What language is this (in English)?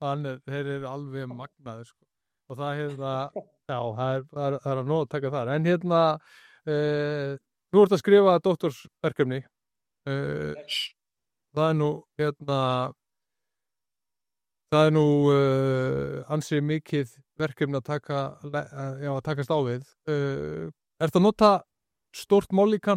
Icelandic